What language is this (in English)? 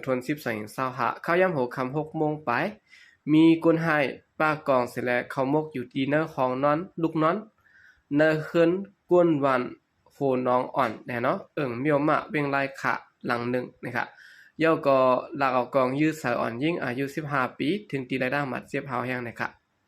Shan